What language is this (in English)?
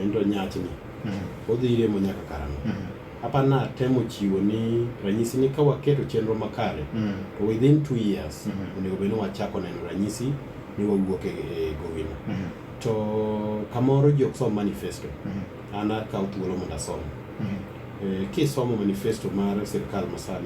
Luo (Kenya and Tanzania)